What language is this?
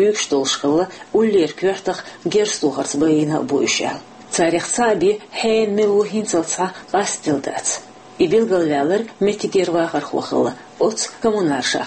Chechen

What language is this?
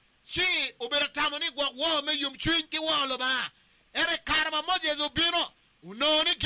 Acoli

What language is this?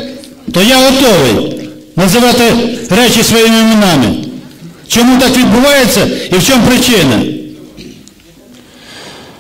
Ukrainian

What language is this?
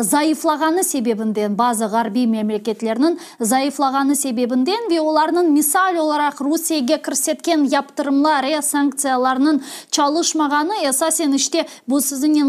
Crimean Tatar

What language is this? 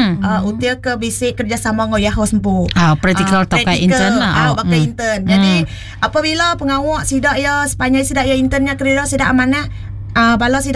Iban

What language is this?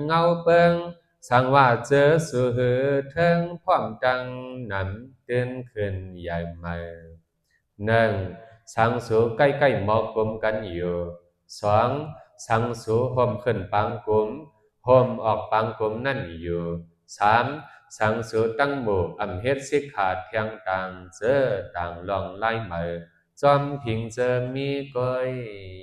Shan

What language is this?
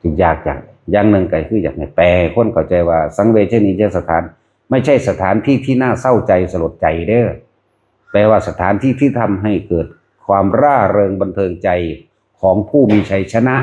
Northeastern Thai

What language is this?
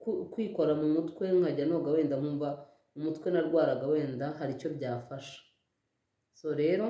Kinyarwanda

